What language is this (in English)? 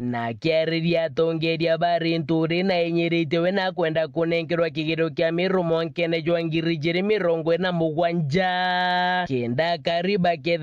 Meru